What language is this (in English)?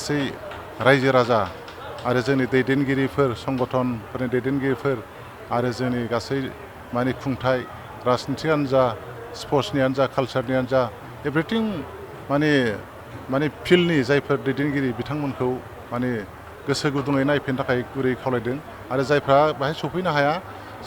Bodo